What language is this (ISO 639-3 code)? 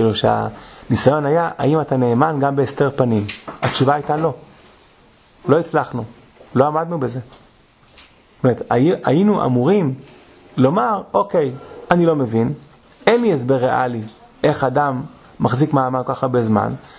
heb